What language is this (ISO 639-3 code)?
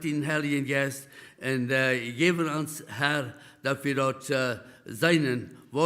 pdt